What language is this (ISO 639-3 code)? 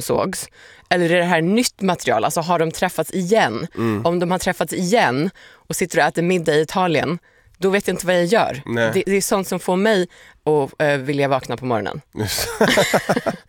swe